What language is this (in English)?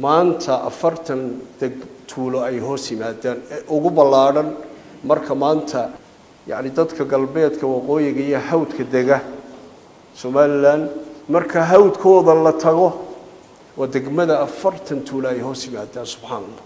Somali